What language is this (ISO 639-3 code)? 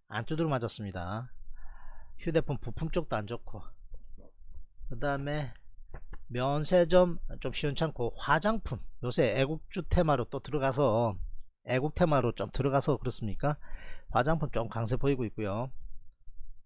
kor